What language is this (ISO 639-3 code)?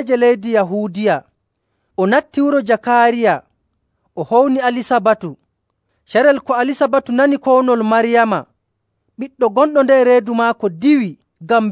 fuv